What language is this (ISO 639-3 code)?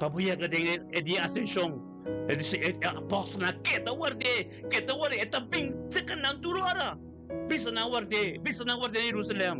pap